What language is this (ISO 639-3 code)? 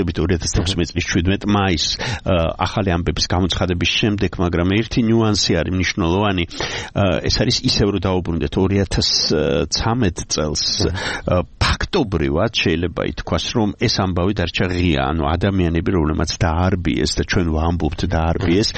kat